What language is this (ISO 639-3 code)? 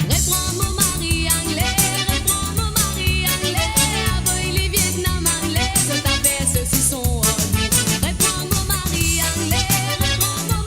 mfe